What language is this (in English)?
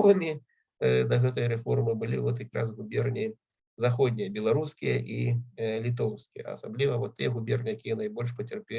Belarusian